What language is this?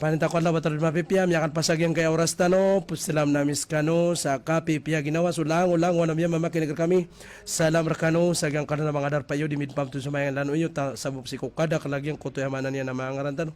Maranao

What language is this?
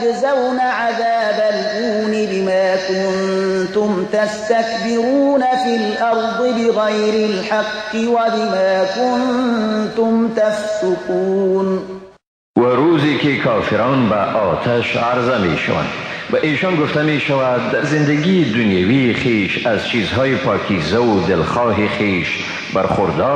Persian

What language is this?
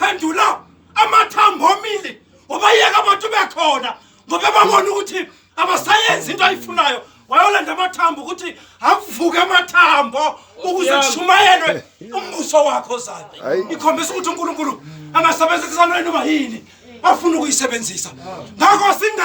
Zulu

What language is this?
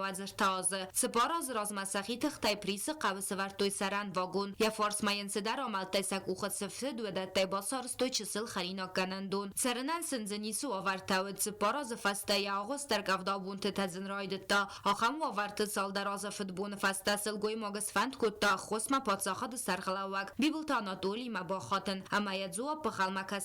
Ossetic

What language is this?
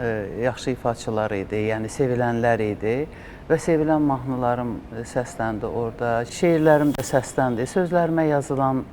Azerbaijani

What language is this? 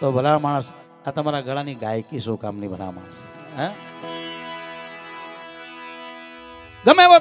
Gujarati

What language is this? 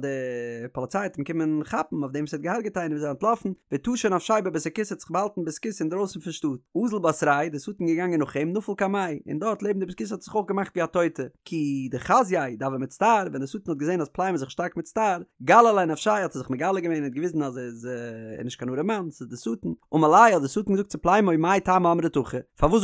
Yiddish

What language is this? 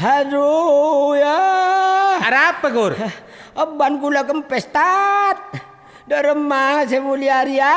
Madurese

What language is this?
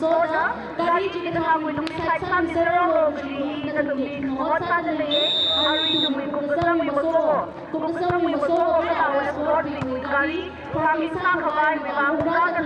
Tangkhul Naga (India)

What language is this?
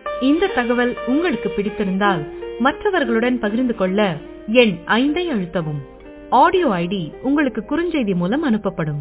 Tamil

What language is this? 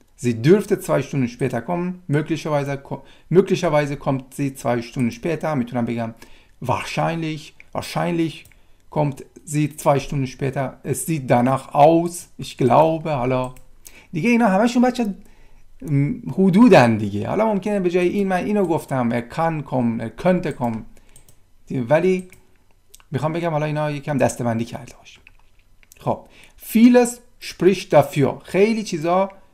Persian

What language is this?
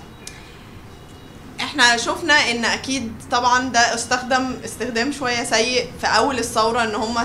Egyptian Arabic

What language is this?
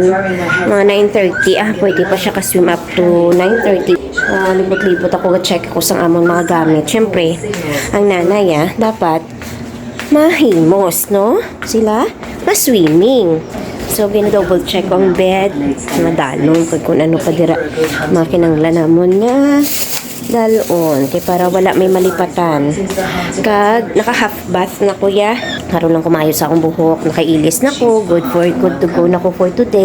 Hiligaynon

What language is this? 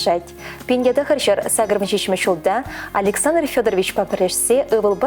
Chuvash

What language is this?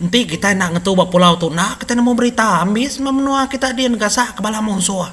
Iban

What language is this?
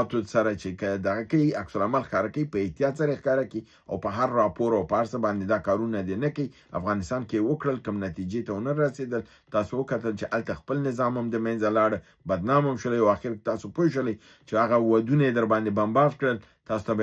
Pashto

